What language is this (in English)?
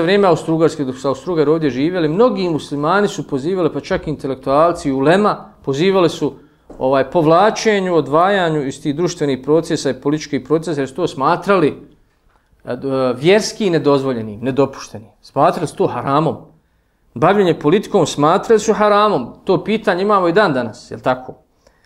Bosnian